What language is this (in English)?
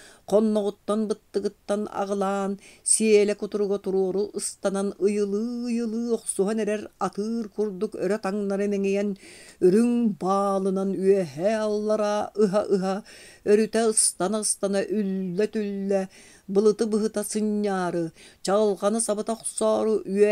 Yakut